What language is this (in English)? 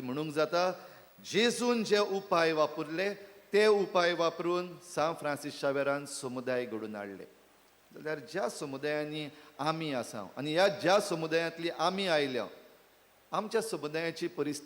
Konkani